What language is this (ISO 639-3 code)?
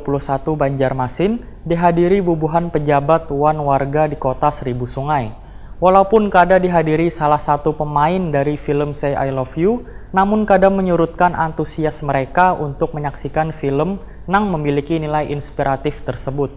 bjn